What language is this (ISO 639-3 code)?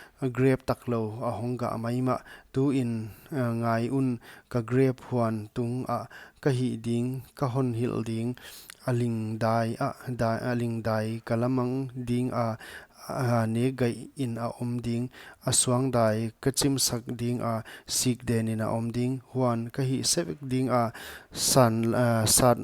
pck